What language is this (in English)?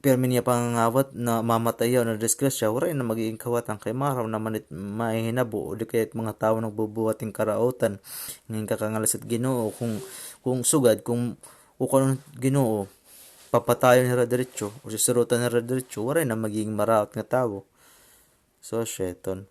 Waray